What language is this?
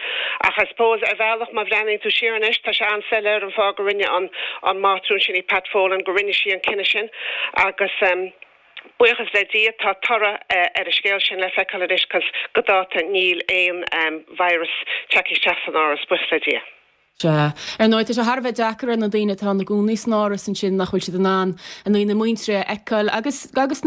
Irish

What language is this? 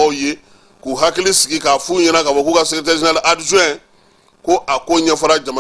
Bambara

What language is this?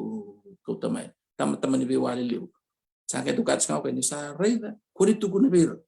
Fijian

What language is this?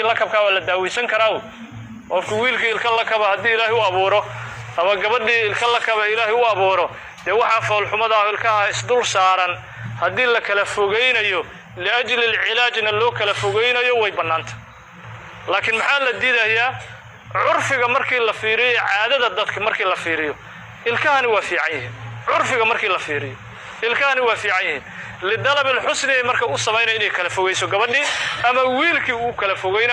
Somali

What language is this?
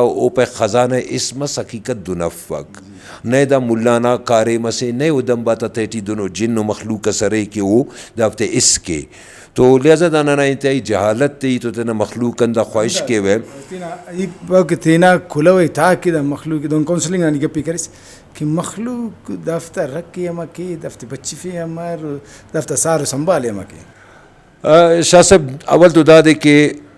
Brahui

